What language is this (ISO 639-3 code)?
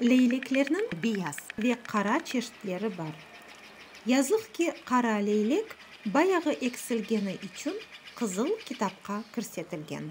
crh